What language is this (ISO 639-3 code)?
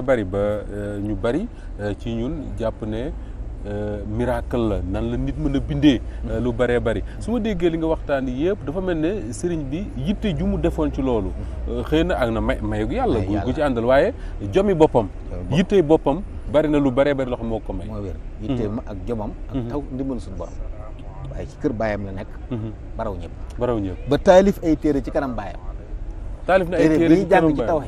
wol